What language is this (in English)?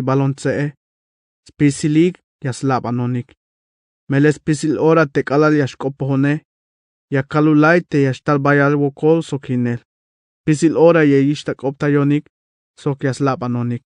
Tzeltal